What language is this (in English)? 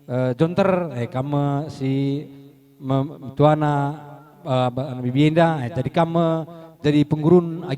Batak Karo